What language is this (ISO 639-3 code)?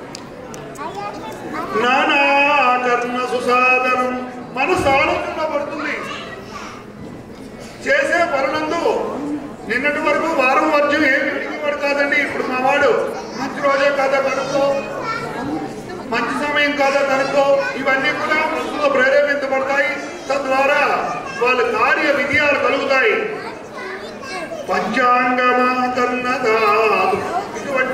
tel